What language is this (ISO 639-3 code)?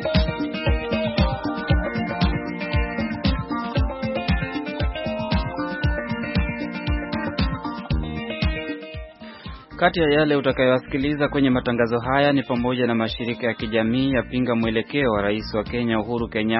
swa